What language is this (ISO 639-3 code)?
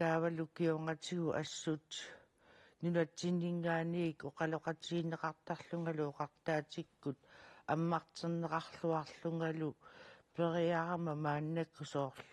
kal